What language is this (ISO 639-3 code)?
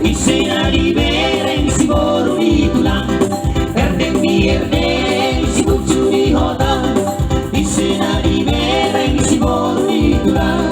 bbc